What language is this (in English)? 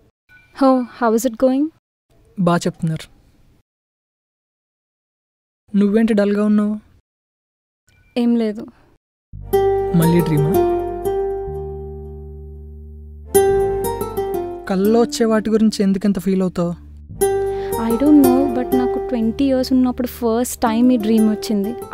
Telugu